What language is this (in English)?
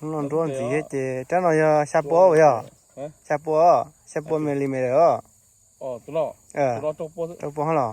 Hmong